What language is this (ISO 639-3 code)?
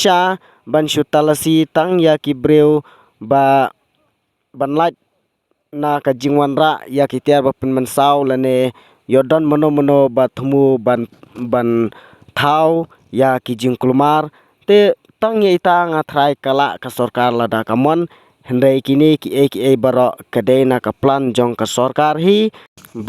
kha